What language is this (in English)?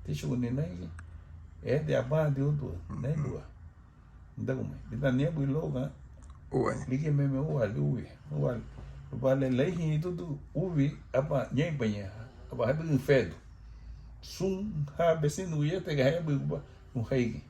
Garifuna